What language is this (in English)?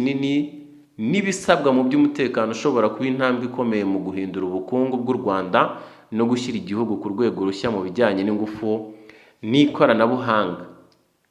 Kinyarwanda